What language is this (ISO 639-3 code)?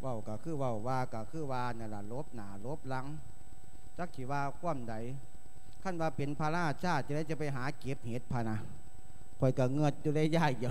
lao